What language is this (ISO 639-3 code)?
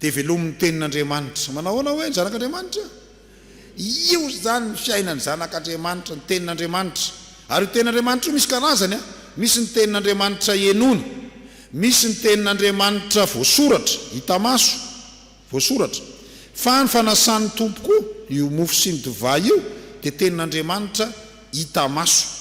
mlg